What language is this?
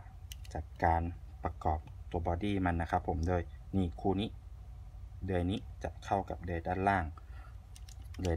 Thai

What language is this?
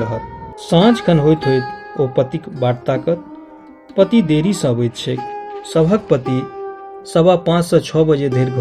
Maithili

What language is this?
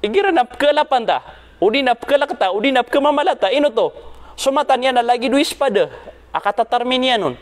Maranao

